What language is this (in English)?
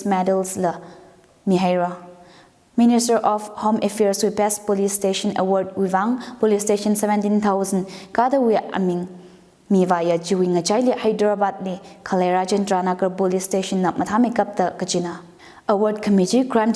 Tangkhul Naga (India)